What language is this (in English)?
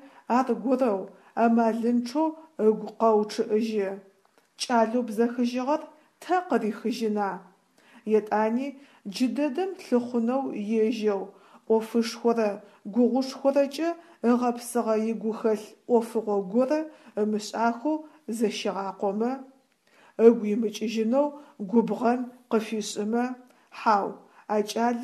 Adyghe